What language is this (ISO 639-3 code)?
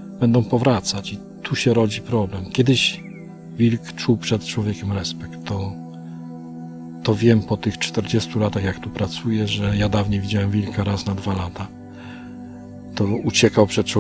pol